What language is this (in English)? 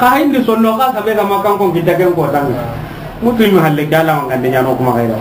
Soninke